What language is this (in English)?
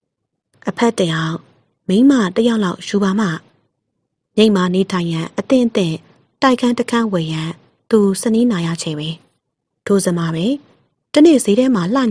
Burmese